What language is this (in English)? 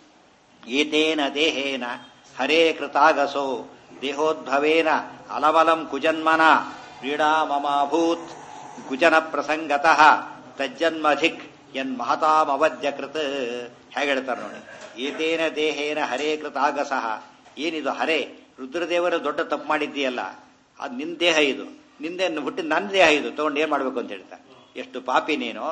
Kannada